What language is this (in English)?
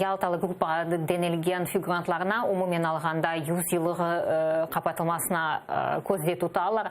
Crimean Tatar